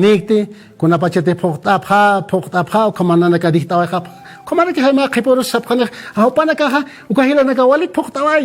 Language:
Aymara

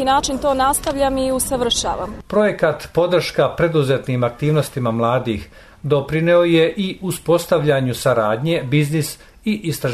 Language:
Serbian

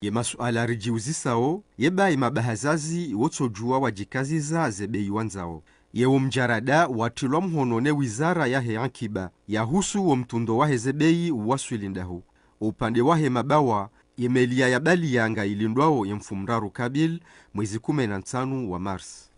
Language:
Ngazidja Comorian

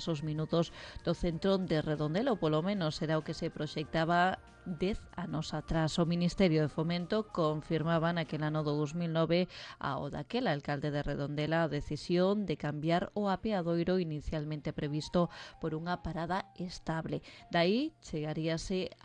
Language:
Galician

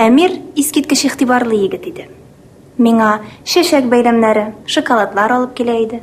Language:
Tatar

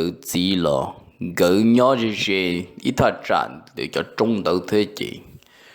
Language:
Hmong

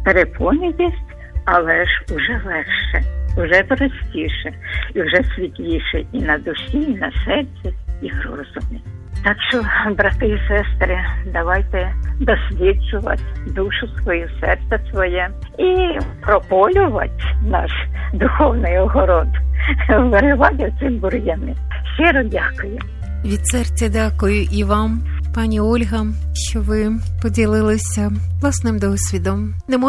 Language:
Ukrainian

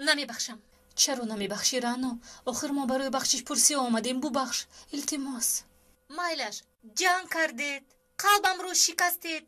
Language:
Tajik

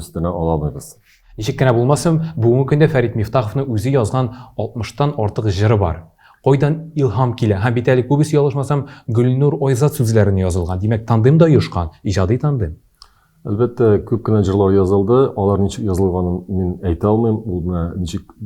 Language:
Tatar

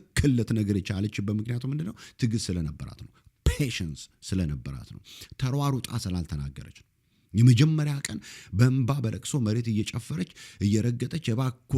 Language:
Amharic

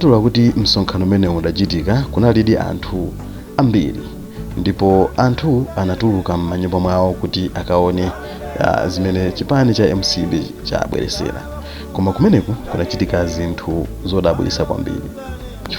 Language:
Nyanja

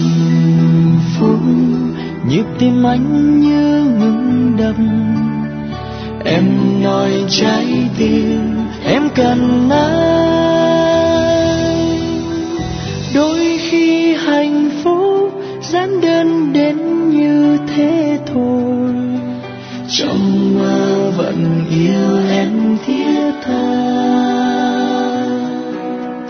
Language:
Vietnamese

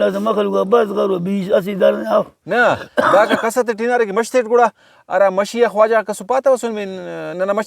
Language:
Brahui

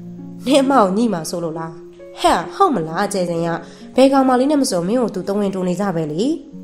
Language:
Burmese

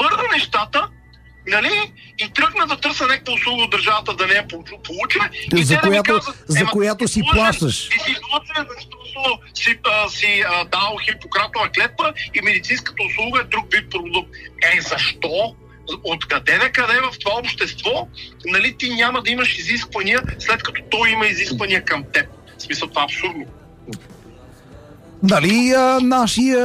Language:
Bulgarian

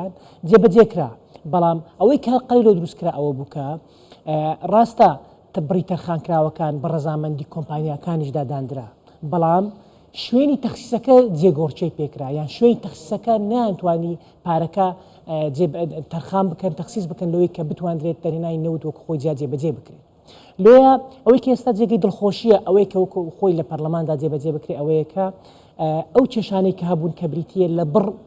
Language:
Central Kurdish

